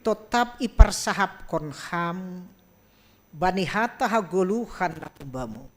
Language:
Batak Simalungun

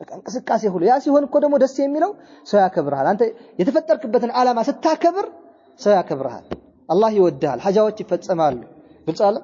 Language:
Amharic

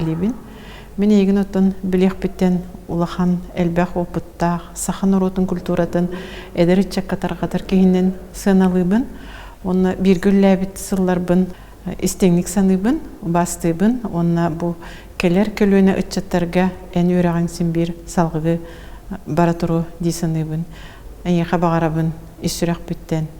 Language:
Yakut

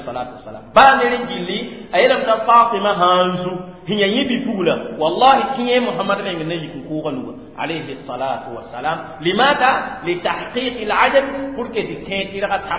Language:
Mossi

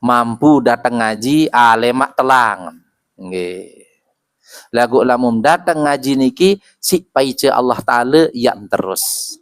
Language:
Sasak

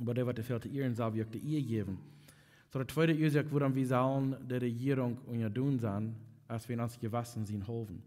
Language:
Plautdietsch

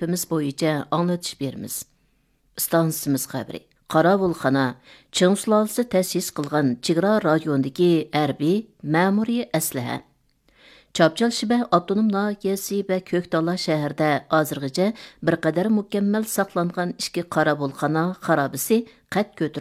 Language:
Uyghur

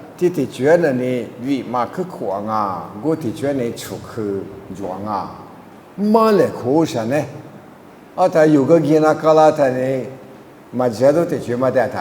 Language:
Lisu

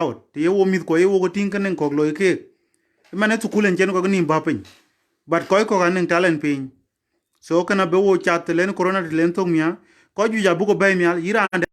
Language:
Dinka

